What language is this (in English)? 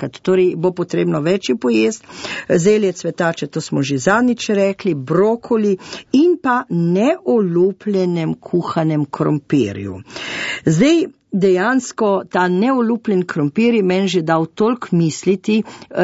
Slovenian